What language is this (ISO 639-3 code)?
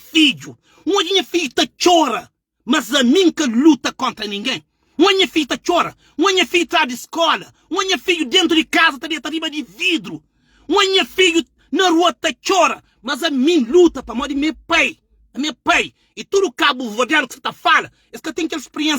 kea